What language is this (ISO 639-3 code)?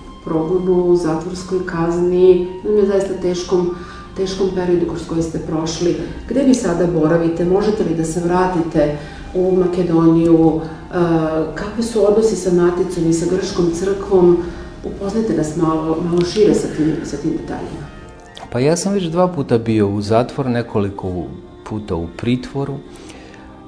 srp